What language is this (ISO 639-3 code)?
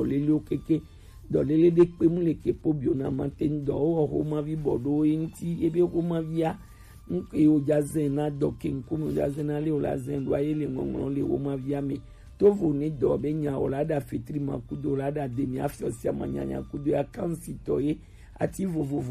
gej